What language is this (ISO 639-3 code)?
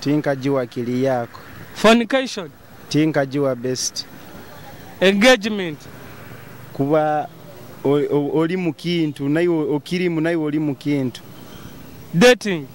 nyo